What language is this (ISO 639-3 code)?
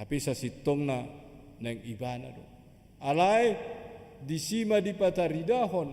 bbc